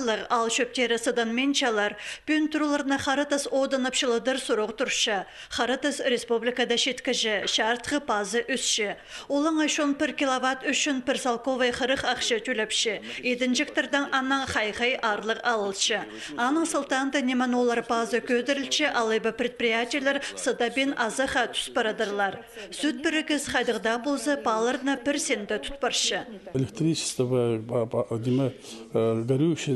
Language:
Khakas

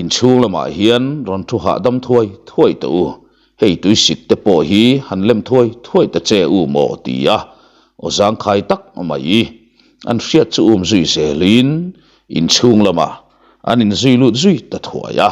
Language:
Mizo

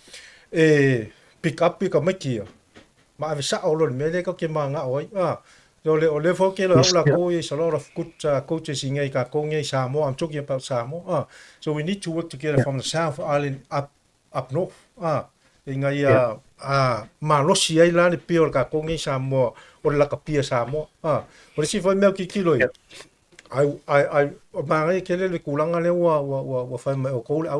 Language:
Samoan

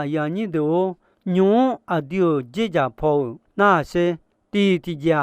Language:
Akha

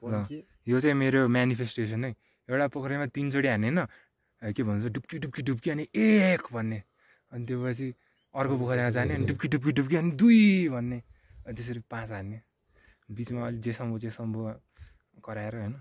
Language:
Nepali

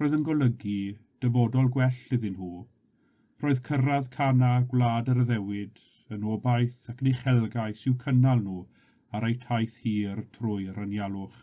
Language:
Welsh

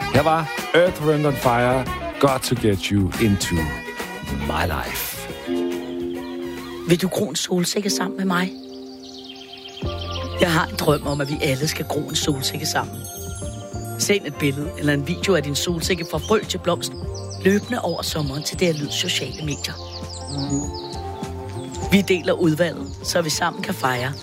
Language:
Danish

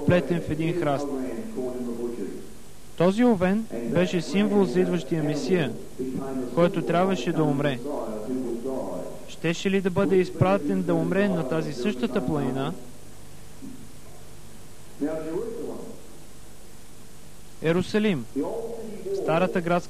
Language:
Bulgarian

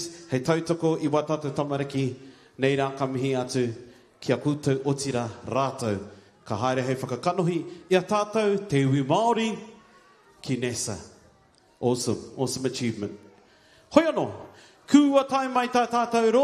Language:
Māori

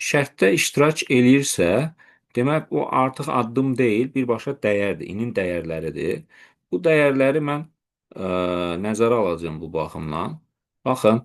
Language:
Azerbaijani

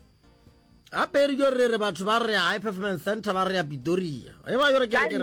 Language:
Northern Sotho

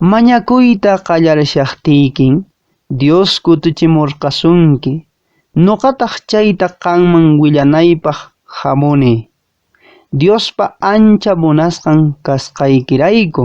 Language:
Quechua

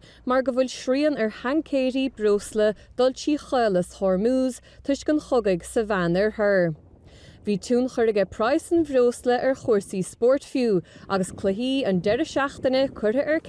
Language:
Irish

